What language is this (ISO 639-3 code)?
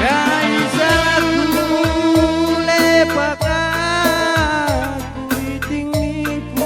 btx